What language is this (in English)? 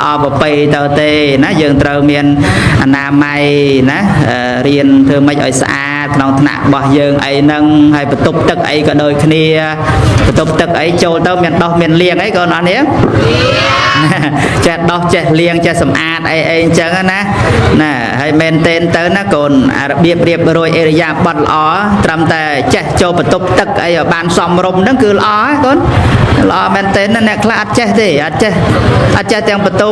Khmer